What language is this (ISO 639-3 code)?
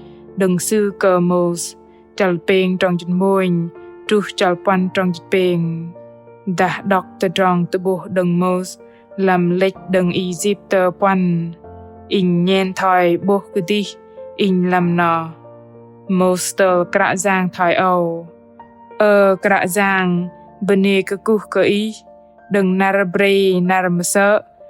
bdq